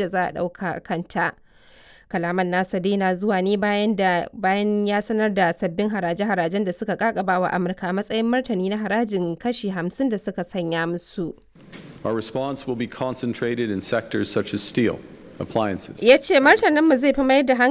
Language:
Hausa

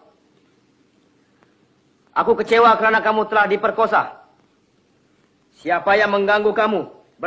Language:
Malay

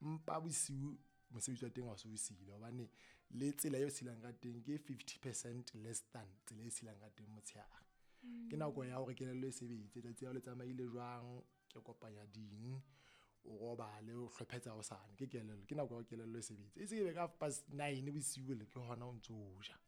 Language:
Southern Sotho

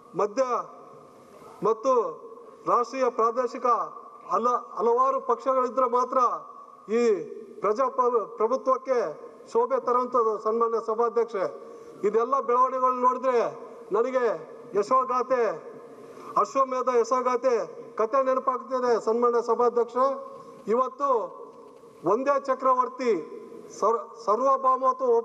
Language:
Kannada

